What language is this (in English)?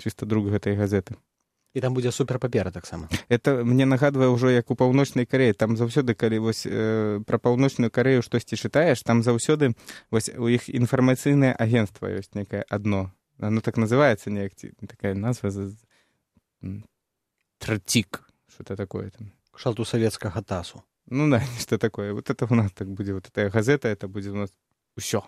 Belarusian